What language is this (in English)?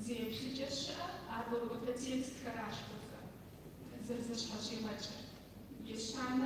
Kabardian